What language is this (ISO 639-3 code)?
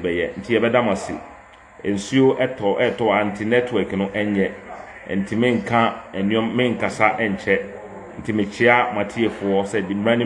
aka